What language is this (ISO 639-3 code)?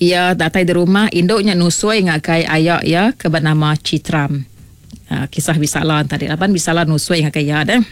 iba